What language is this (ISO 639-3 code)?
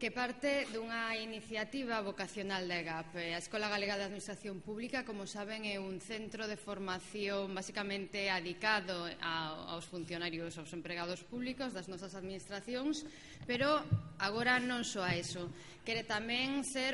glg